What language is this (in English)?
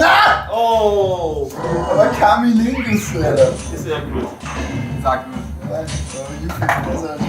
Bavarian